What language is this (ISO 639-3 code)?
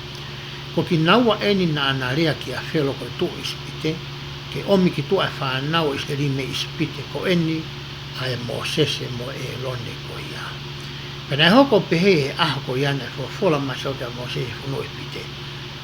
ton